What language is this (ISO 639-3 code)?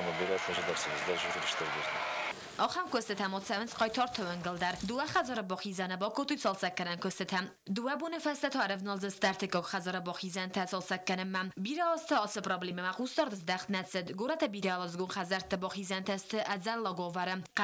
oss